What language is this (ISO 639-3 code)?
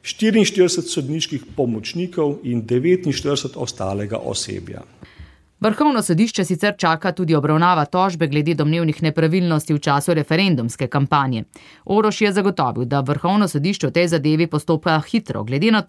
slv